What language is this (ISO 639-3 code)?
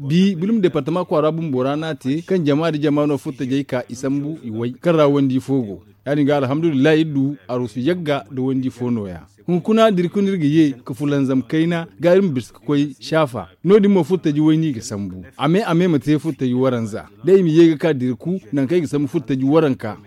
dje